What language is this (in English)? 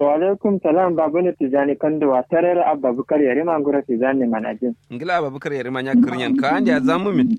Kanuri